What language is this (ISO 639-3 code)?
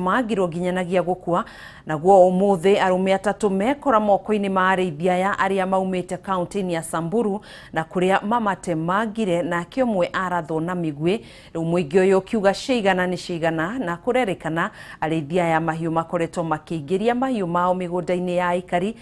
kik